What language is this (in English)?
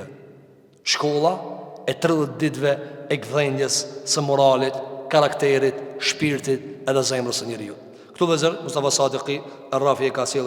Albanian